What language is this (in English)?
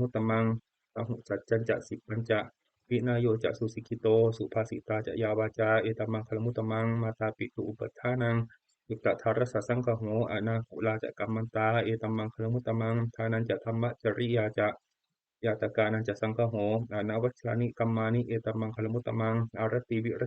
Pali